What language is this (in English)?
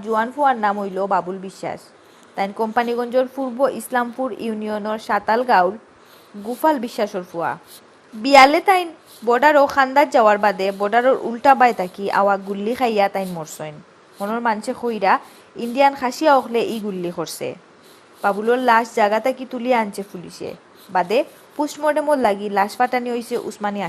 Sylheti